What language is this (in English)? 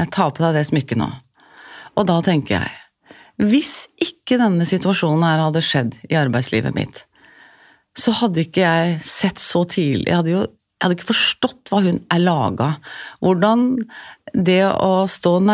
Norwegian